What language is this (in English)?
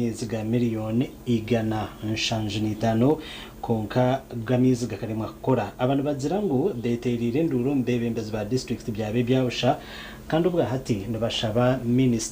Nyankole